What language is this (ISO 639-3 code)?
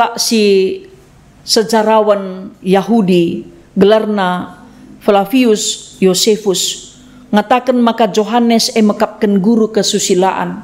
btx